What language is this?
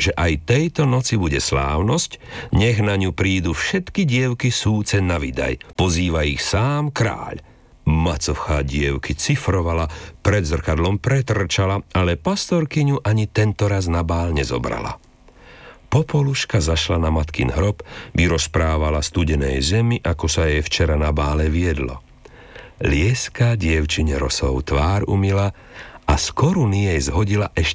Slovak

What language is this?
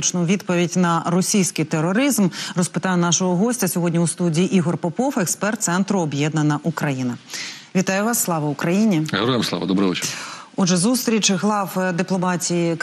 Ukrainian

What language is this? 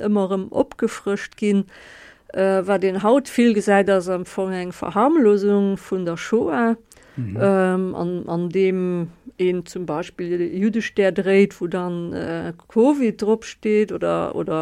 Luxembourgish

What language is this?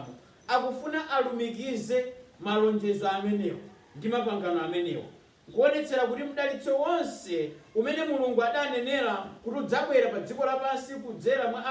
Nyanja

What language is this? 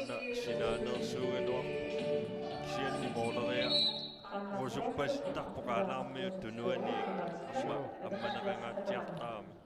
Kalaallisut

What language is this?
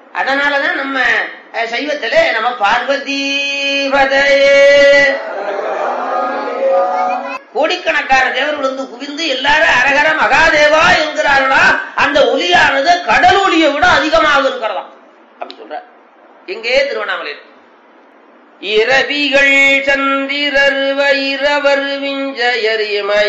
Tamil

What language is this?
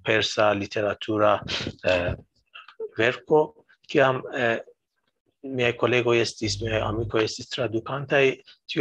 Esperanto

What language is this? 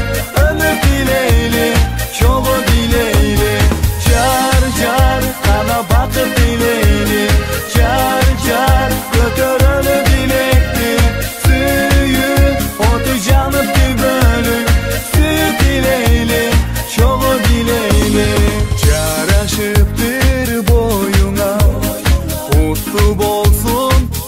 Kyrgyz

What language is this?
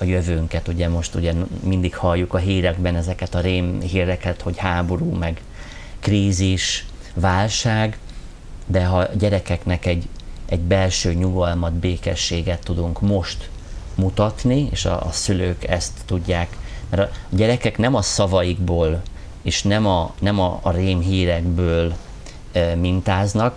Hungarian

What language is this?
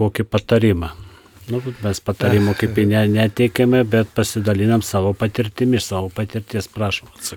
Lithuanian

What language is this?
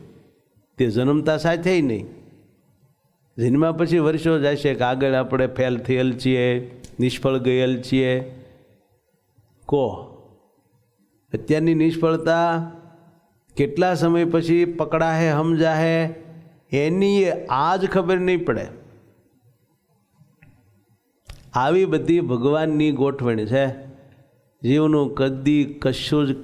Gujarati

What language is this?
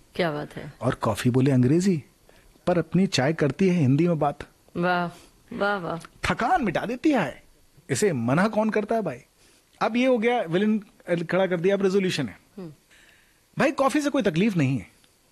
Hindi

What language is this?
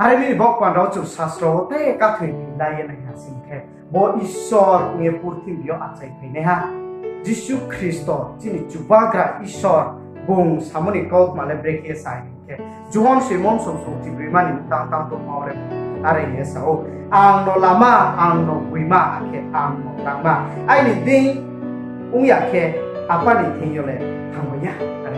Riang (India)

